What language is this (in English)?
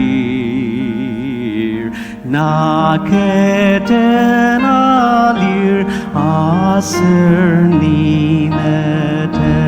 Ao Naga